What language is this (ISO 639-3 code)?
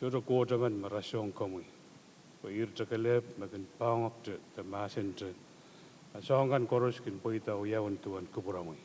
pon